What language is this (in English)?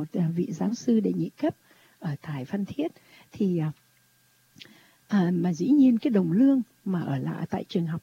Vietnamese